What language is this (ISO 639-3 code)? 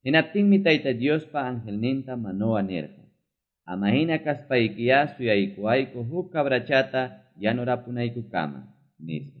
que